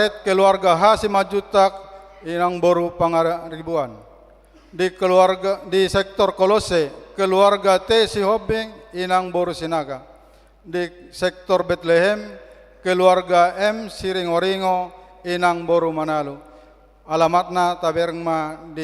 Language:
Batak Toba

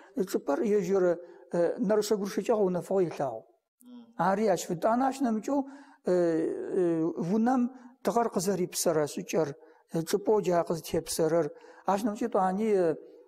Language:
Adyghe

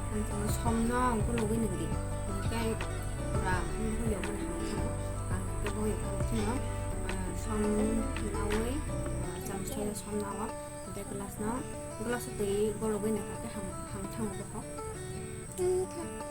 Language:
Kok Borok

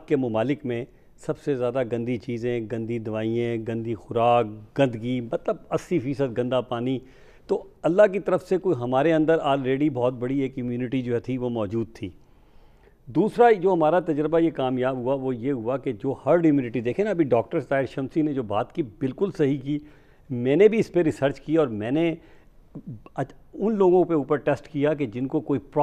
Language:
Urdu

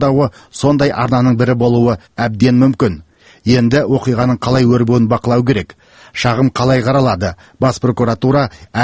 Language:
Kazakh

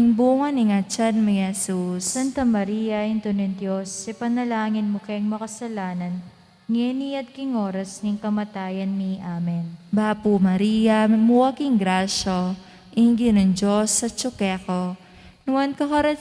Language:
Pampanga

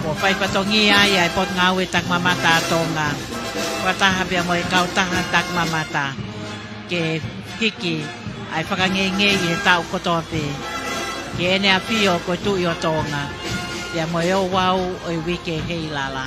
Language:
Tongan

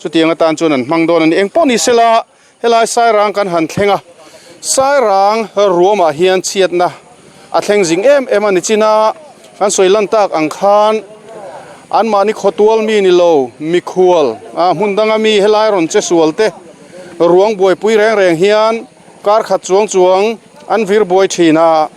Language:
Mizo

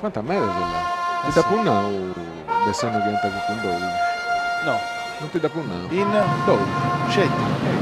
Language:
Sardinian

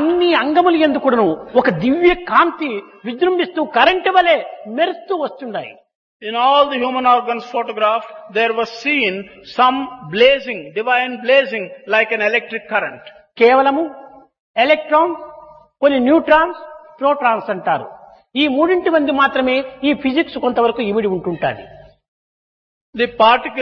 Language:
Telugu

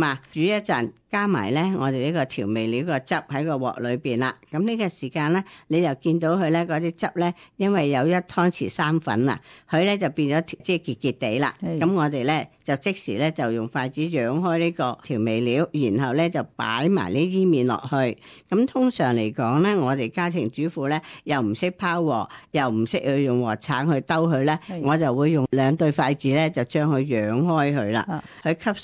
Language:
Cantonese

